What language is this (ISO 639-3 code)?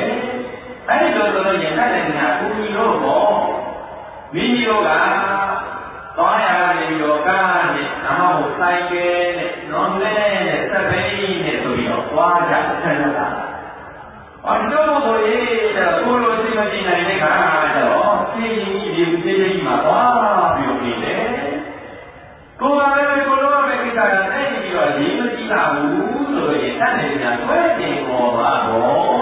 mya